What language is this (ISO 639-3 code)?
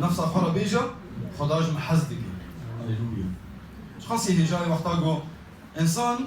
kur